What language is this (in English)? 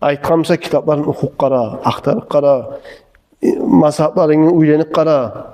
Kumyk